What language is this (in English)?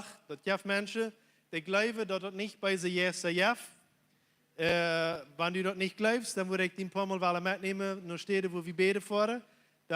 Plautdietsch